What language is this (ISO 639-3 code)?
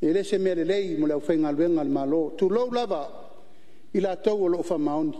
smo